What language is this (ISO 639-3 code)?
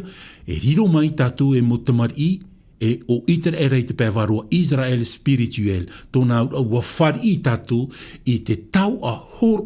tah